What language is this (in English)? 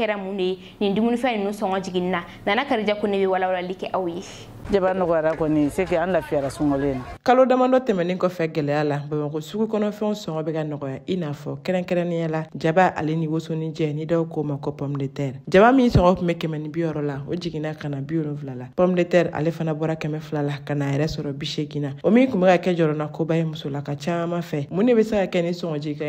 Bambara